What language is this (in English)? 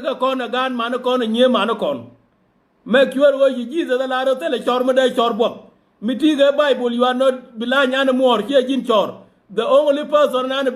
Nuer